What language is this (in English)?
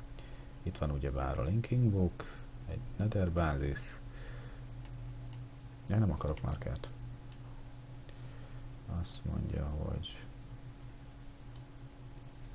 Hungarian